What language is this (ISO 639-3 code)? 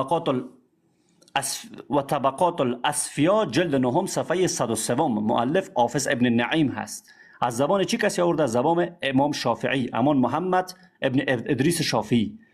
fas